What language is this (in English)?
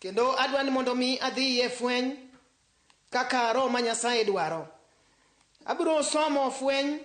Luo (Kenya and Tanzania)